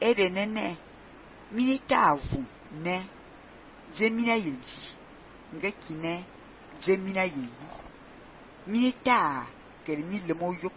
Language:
Fang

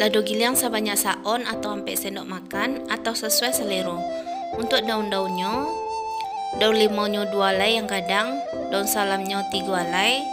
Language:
Minangkabau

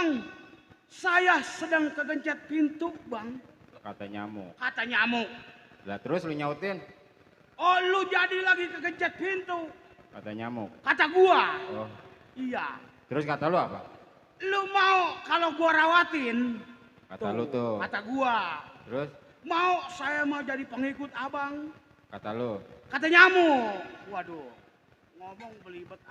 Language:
Betawi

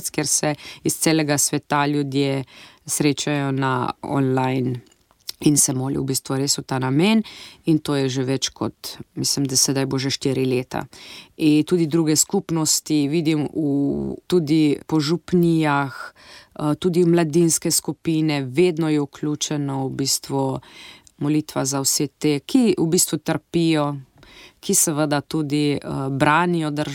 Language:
Slovenian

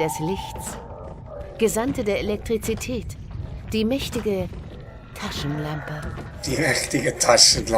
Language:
Swiss German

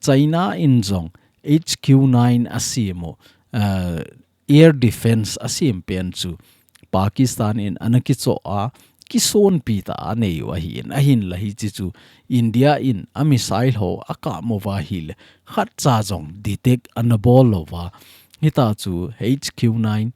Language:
Thado Chin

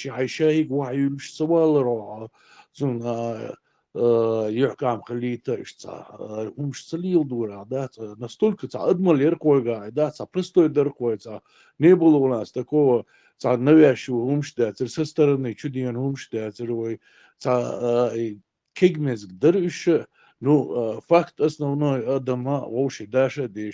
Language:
Chechen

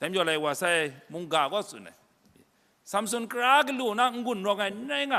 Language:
Kachin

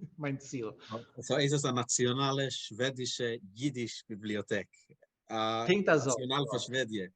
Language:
Yiddish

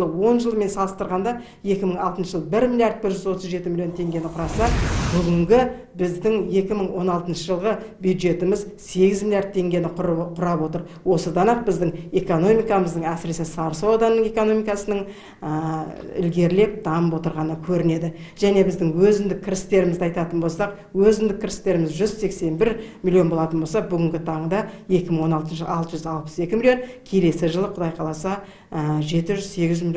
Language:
Kazakh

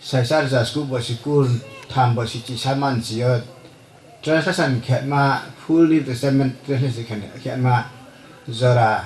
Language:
Riang (India)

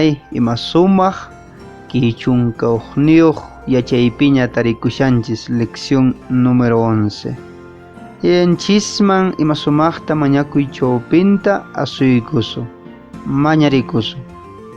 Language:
Quechua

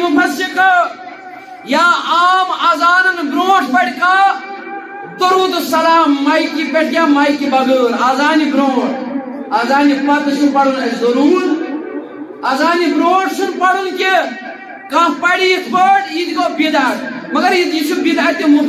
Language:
Kashmiri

